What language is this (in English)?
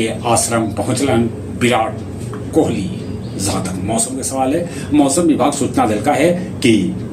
Magahi